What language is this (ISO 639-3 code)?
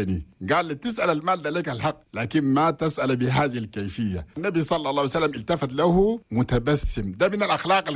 shu